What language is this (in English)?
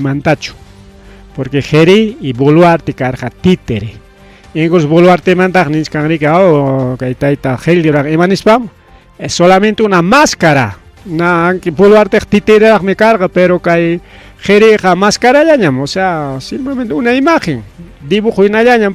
Ayacucho Quechua